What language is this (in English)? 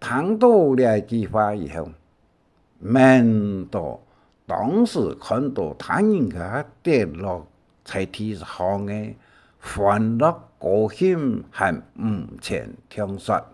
Hakka Chinese